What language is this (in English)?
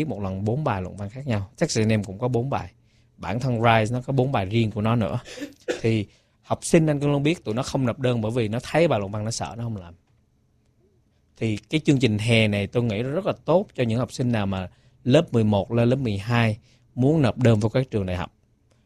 Vietnamese